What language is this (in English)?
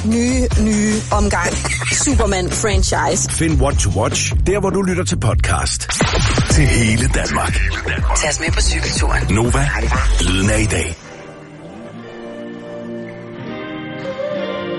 Danish